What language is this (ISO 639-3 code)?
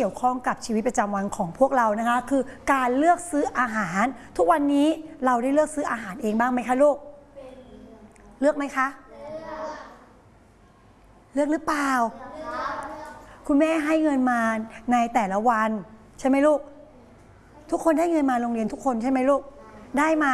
tha